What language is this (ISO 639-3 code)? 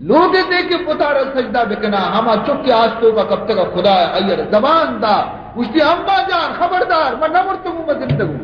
bal